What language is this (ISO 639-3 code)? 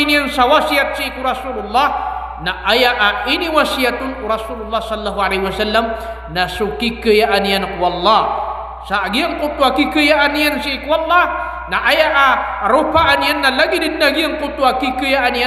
mrw